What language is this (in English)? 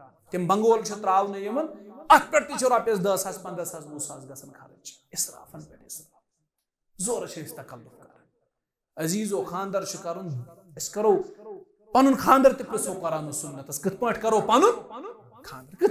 Kashmiri